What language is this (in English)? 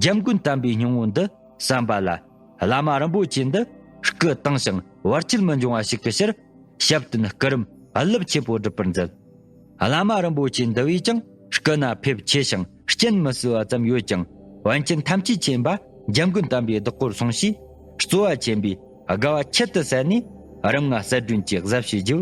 Tibetan